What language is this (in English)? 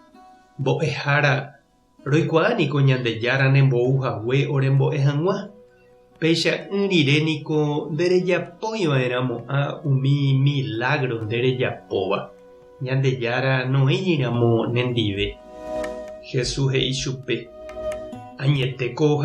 Guarani